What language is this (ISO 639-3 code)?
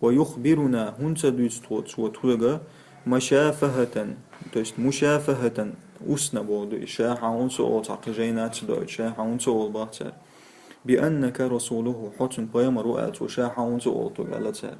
che